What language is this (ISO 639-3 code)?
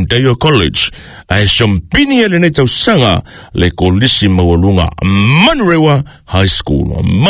smo